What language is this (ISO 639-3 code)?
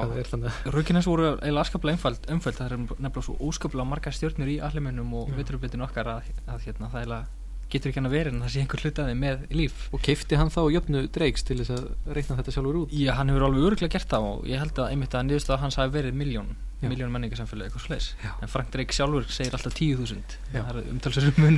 isl